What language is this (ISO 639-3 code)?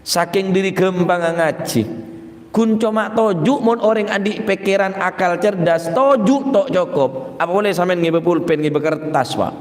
mad